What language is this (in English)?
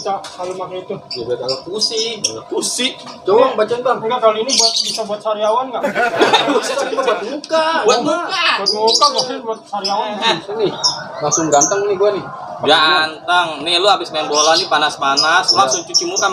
Betawi